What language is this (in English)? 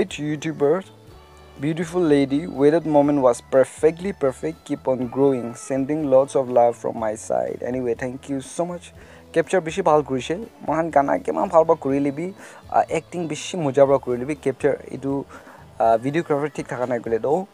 Naga Pidgin